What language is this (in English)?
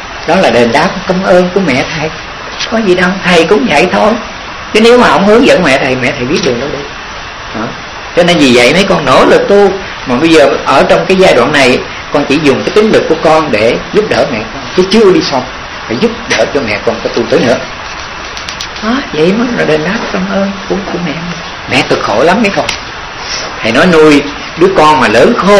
Vietnamese